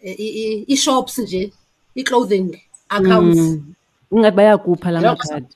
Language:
Xhosa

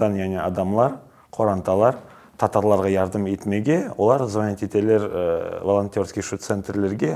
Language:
Crimean Tatar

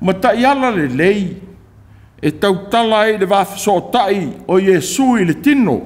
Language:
Samoan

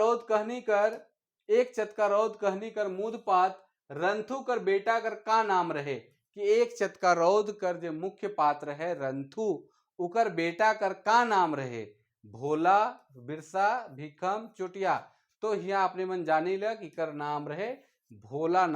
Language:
Sadri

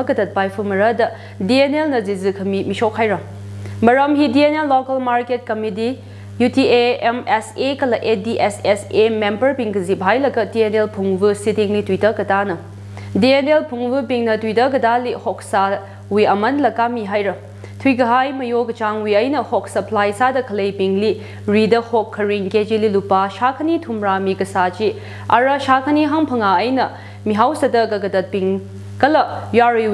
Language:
Tangkhul Naga (India)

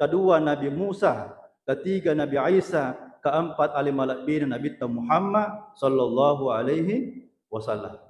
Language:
Buginese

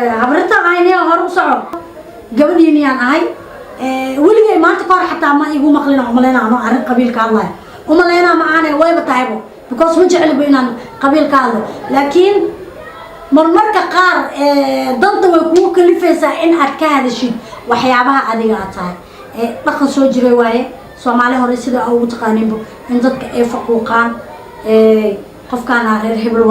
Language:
Somali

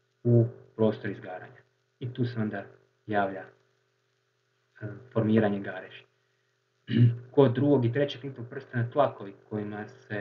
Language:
Croatian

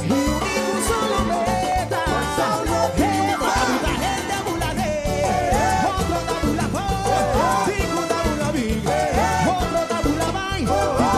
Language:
Papiamento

